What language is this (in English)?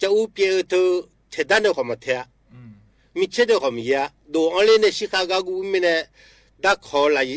Akha